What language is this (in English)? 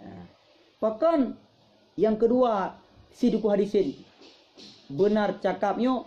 Achinese